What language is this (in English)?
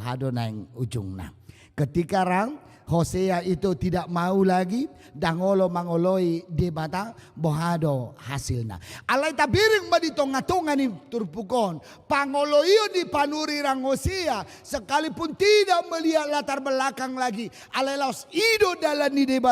Batak Toba